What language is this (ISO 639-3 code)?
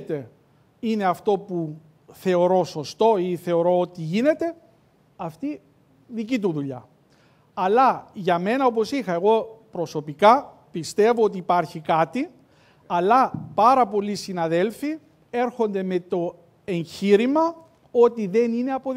ell